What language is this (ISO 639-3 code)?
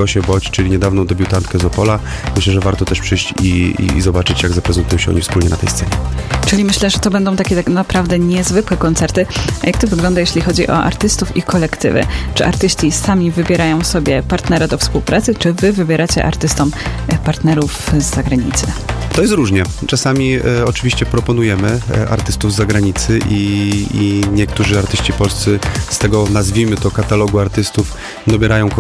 pol